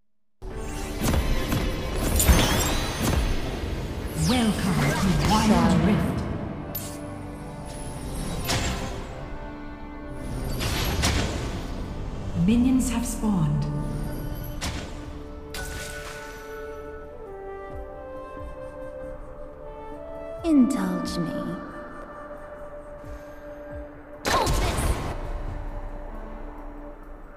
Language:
English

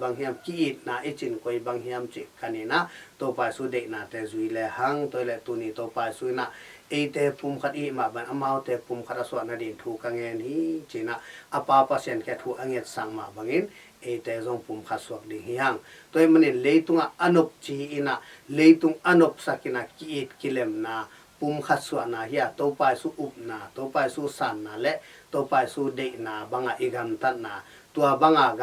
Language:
Tedim Chin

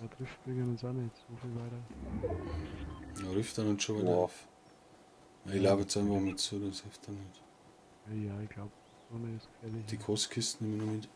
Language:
Bavarian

